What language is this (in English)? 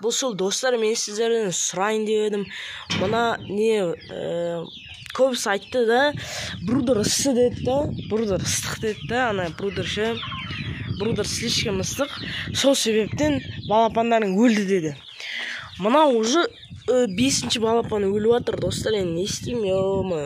Kazakh